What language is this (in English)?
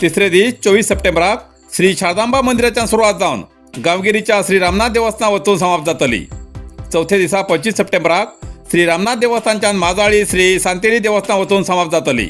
Konkani